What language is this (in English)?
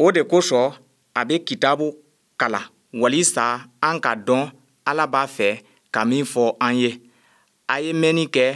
Bambara